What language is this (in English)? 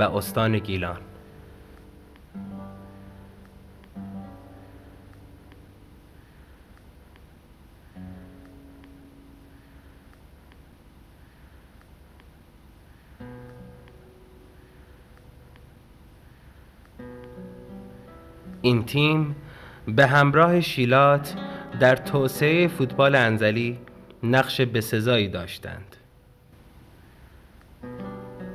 Persian